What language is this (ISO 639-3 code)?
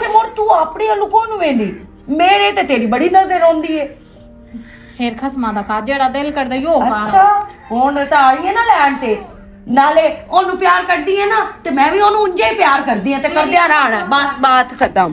lah